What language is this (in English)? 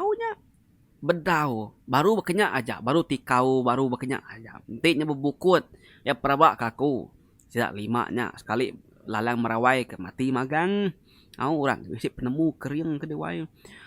Iban